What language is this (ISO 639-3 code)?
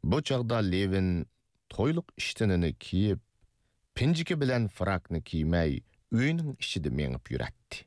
uig